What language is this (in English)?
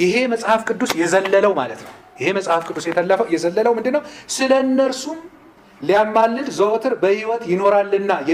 Amharic